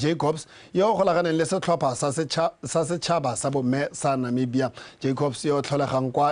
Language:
Tswana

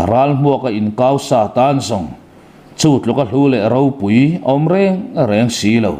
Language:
Mizo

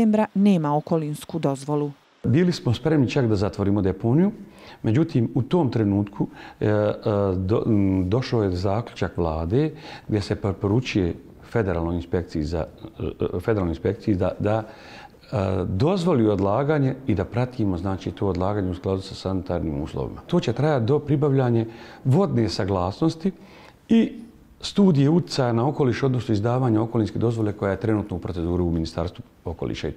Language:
Bosnian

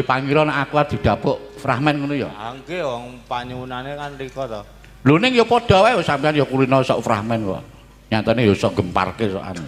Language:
Javanese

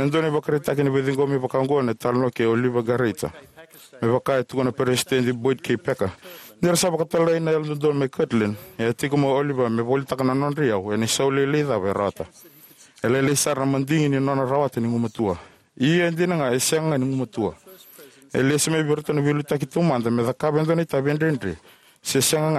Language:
Fijian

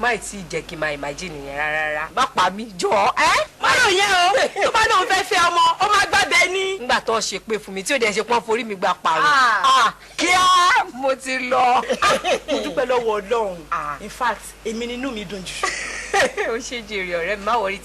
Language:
Yoruba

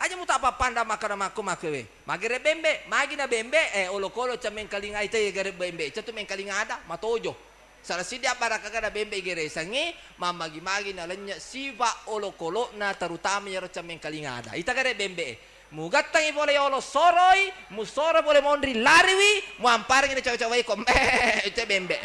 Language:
Buginese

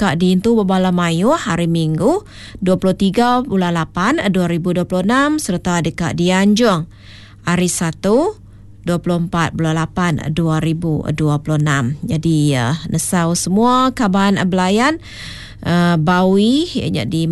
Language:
Iban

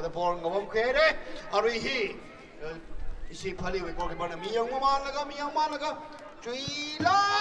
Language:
Tangkhul Naga (India)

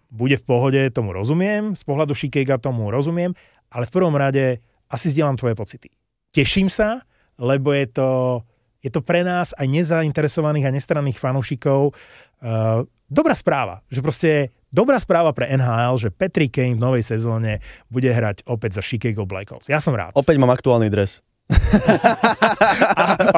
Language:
Slovak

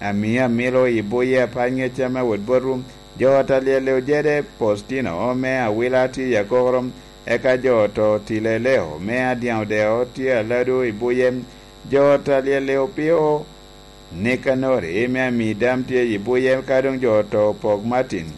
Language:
Lango (Uganda)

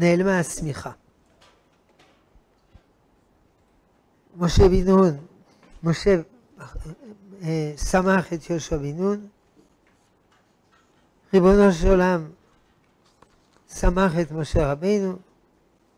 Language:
Hebrew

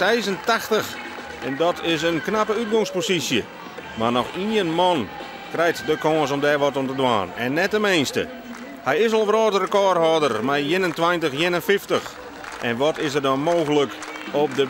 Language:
Western Frisian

